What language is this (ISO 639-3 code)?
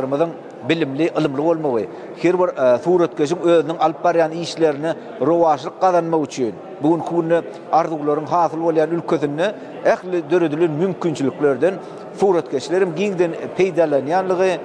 tuk